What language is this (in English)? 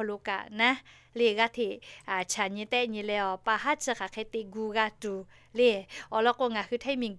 Lahu